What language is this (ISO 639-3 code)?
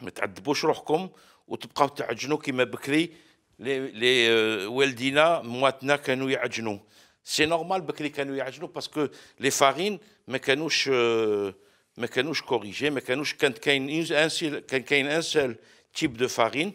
arq